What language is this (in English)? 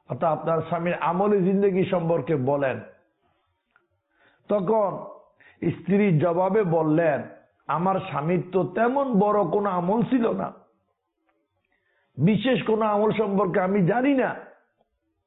Bangla